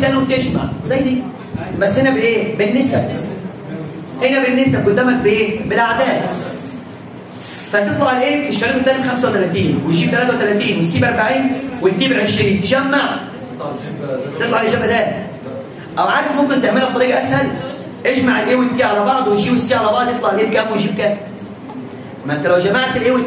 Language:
Egyptian Arabic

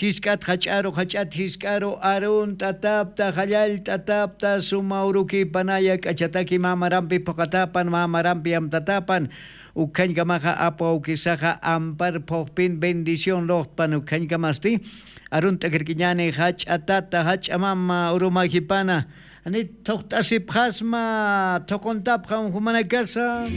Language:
Aymara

